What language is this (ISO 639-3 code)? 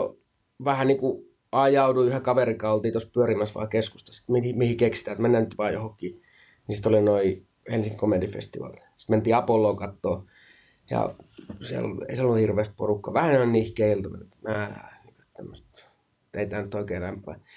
fin